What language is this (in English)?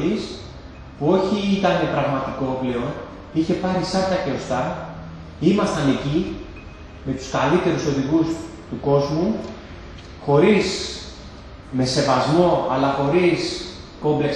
Greek